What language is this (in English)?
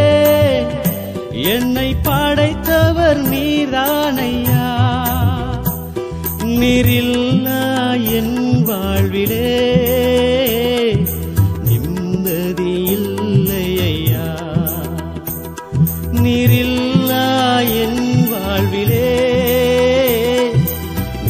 Tamil